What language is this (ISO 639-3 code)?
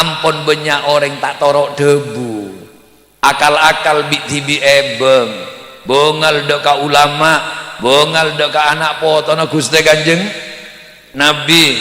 mad